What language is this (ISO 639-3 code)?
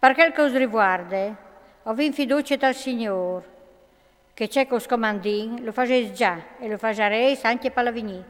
fur